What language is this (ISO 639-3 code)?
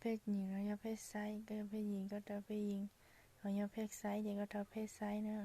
hmn